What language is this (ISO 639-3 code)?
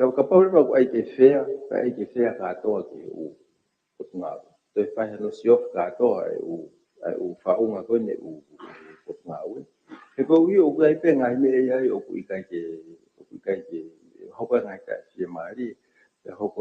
ton